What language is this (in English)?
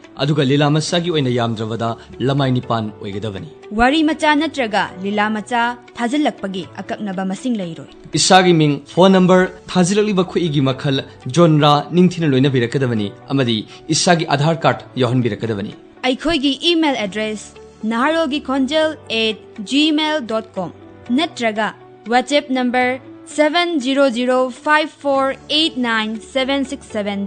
Manipuri